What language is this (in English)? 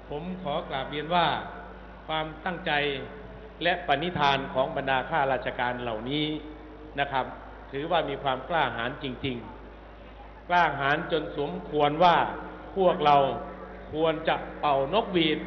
Thai